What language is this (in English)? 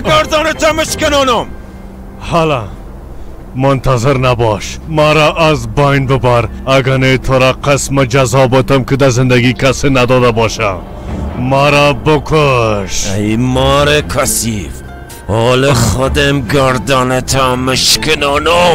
Persian